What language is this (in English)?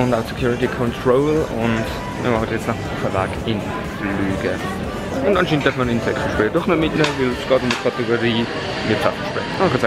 Swiss German